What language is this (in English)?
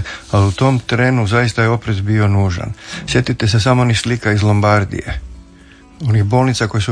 Croatian